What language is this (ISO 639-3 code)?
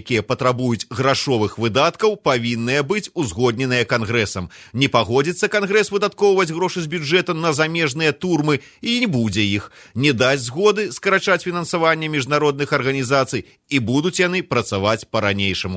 bel